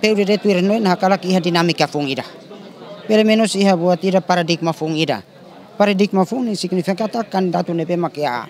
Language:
Tetum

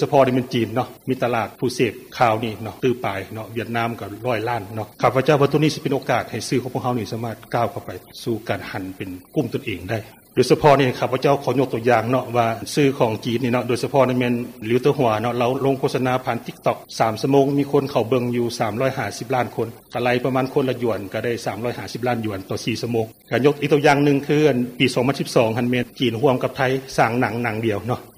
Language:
Lao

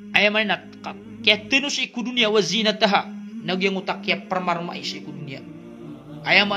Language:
Maranao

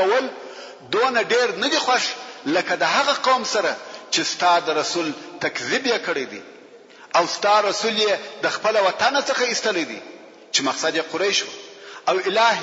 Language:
Pashto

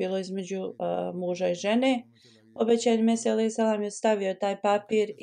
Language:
Bosnian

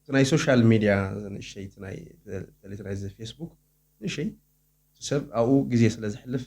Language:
Tigrinya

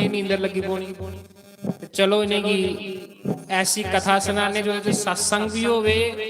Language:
Dogri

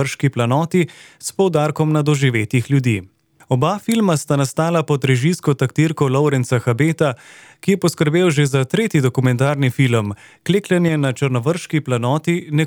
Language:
Slovenian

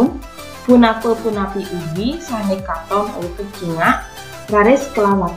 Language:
Balinese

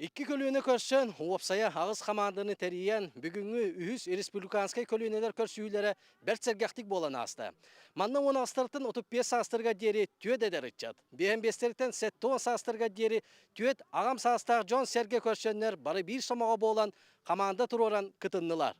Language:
Yakut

